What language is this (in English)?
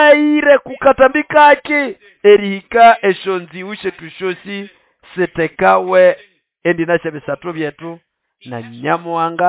Nande